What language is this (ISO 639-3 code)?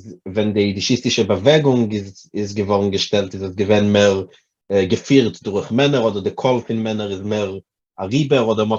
yid